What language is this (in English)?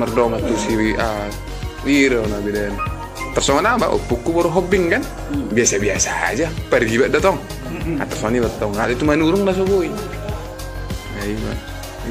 Batak Toba